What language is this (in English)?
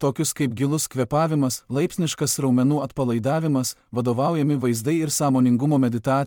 Lithuanian